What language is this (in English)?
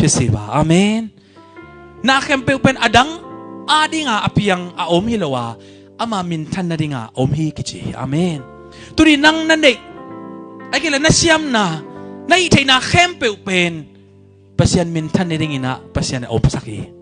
Tedim Chin